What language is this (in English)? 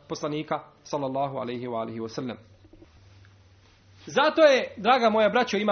Bosnian